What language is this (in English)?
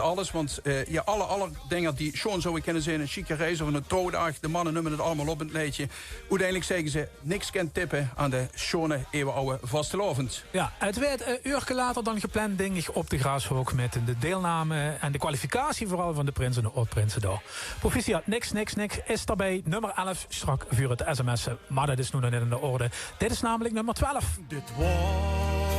Limburgish